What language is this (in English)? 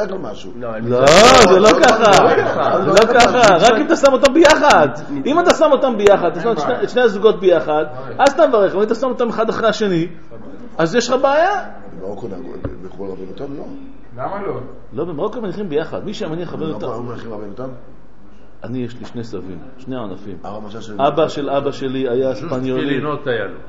Hebrew